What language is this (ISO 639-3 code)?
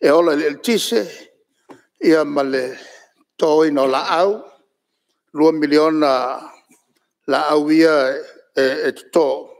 smo